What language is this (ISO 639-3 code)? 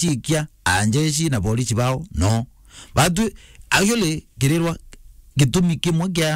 mer